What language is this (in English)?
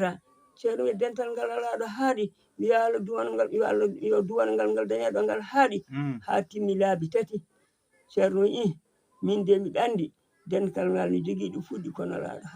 Fula